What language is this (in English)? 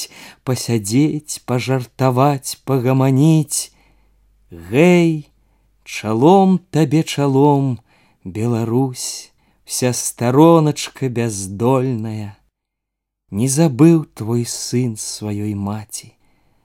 Belarusian